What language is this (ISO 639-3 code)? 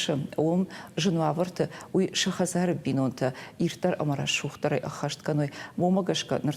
oss